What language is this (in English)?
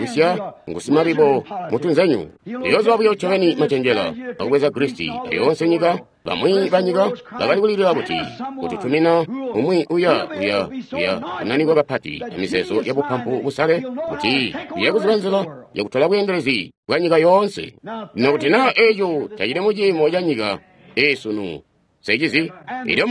Tonga (Zambia)